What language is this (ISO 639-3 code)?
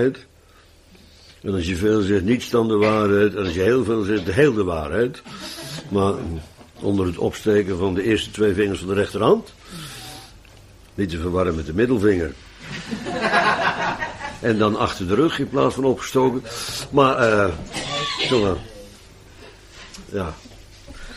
nld